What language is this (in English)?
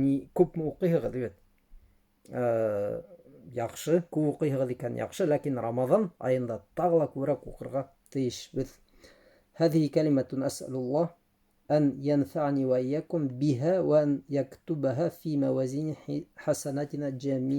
Bashkir